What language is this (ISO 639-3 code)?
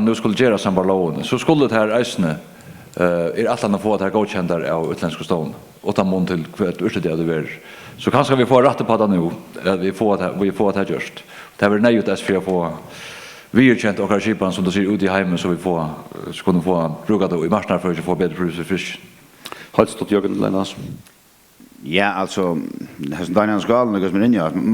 fao